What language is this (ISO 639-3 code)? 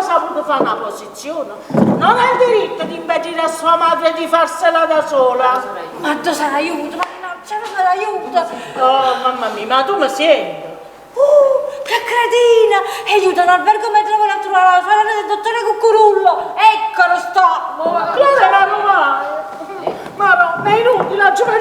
nap